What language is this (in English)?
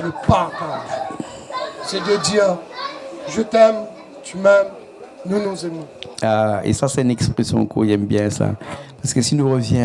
Réunion Creole French